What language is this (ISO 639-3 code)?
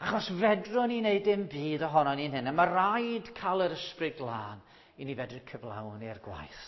cym